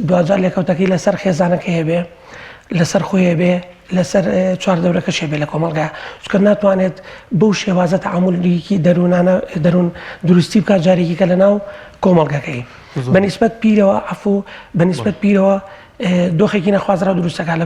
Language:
Central Kurdish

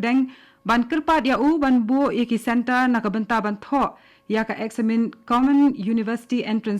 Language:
Khasi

